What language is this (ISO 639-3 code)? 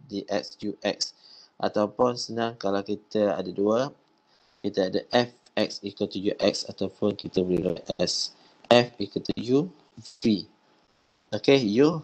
msa